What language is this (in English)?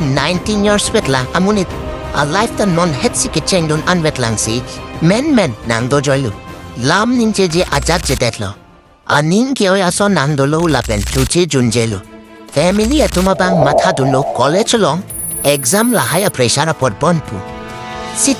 Karbi